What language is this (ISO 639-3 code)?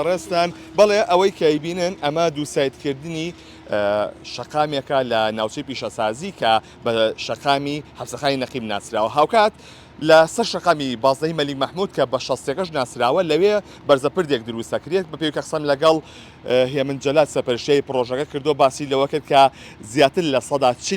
ckb